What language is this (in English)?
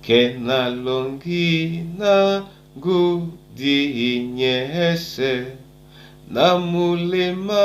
Duala